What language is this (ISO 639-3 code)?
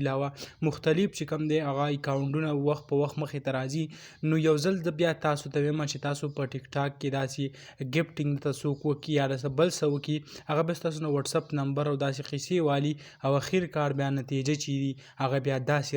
pus